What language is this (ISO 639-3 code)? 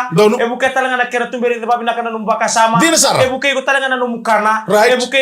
fij